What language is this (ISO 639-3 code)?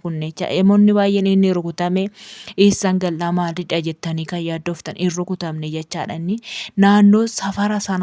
orm